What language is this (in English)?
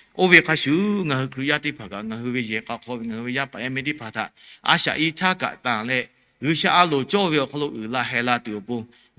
Lahu